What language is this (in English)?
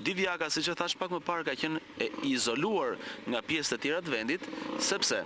Albanian